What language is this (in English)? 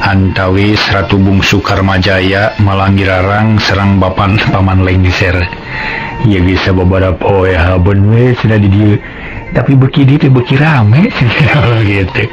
Sundanese